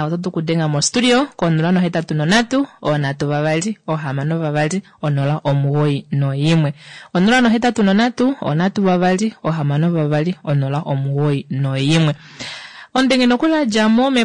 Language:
Kuanyama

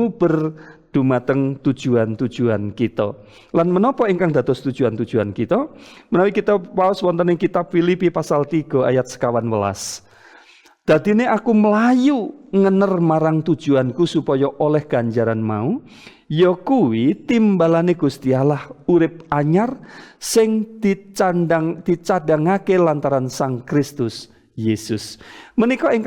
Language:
Javanese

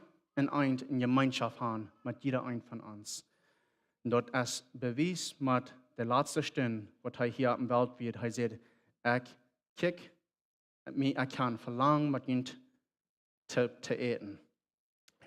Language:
Plautdietsch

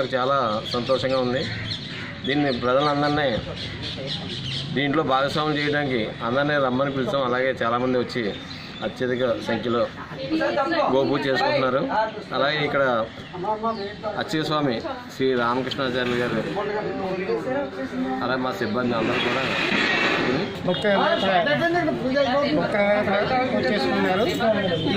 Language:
Telugu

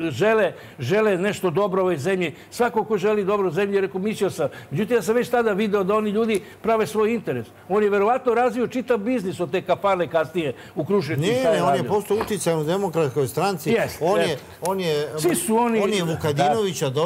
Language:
Serbian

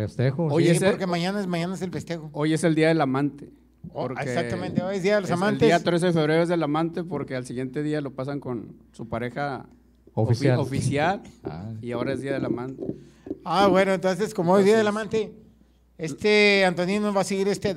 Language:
Spanish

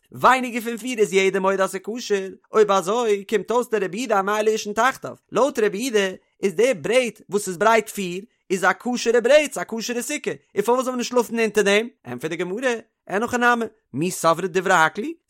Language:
Yiddish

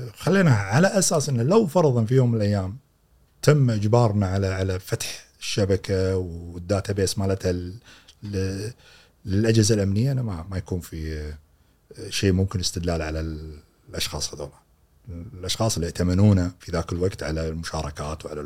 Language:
Gulf Arabic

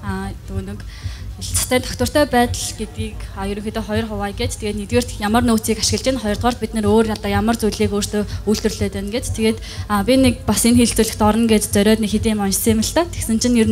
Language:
Mongolian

